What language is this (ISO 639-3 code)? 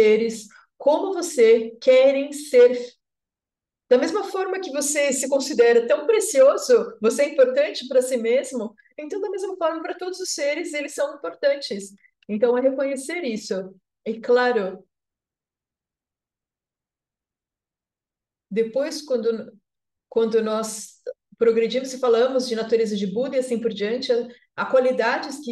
por